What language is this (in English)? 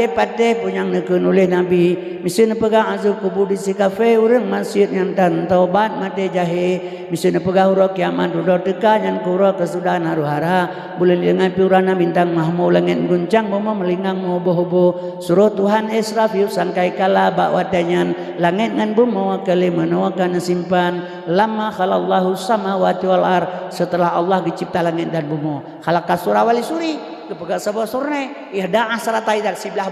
Achinese